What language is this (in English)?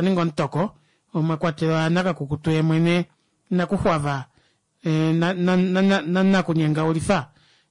Kuanyama